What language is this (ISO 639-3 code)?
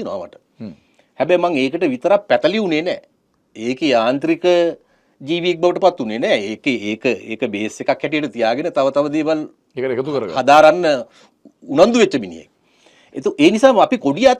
sin